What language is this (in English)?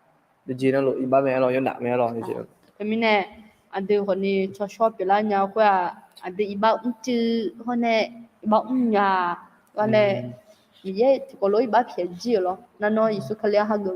Akha